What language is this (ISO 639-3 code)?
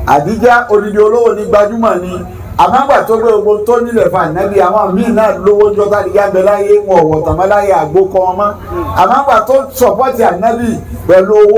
yor